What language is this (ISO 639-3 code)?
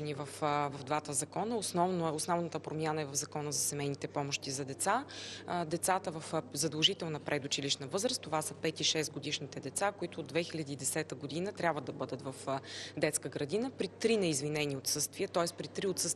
bul